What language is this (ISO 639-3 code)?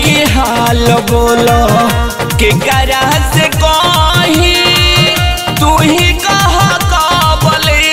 bho